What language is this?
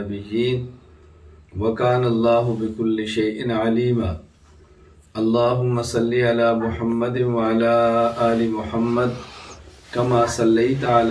Urdu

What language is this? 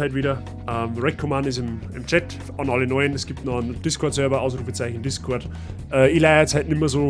Bavarian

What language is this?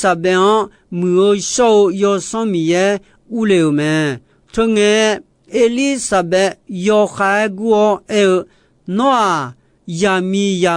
Akha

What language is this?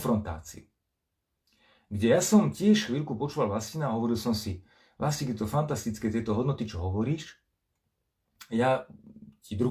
Slovak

